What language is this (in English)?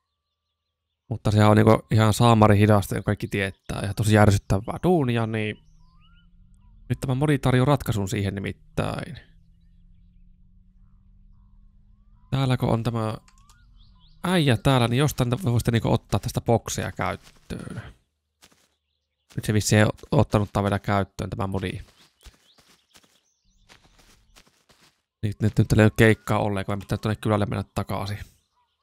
Finnish